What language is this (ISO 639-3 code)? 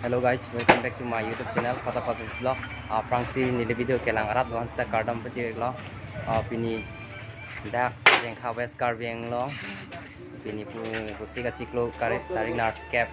mjw